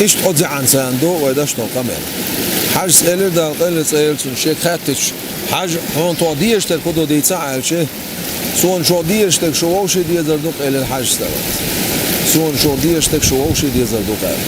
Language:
Chechen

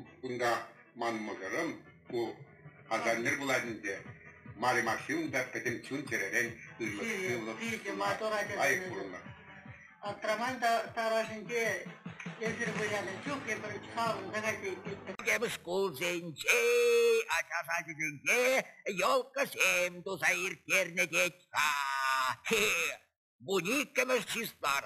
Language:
Chuvash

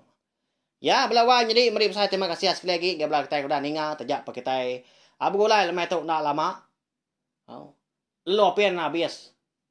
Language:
Iban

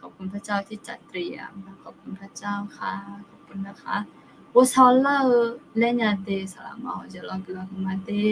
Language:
Akha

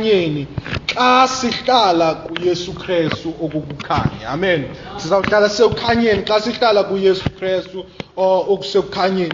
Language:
Xhosa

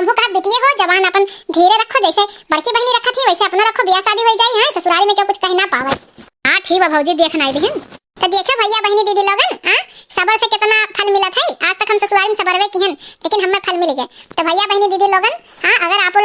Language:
Awadhi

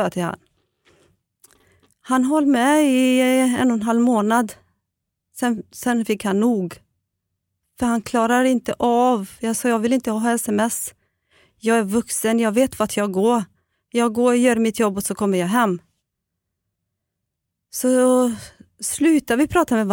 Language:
Swedish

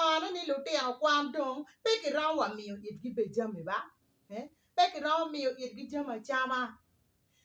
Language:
Acoli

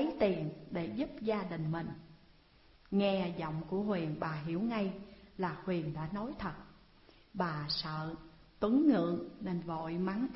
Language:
Vietnamese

